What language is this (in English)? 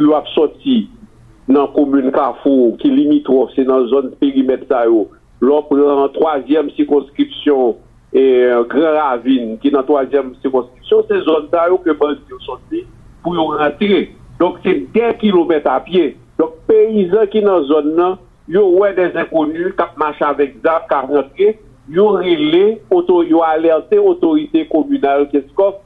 Haitian Creole